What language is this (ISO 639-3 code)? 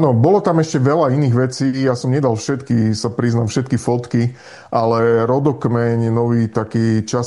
slk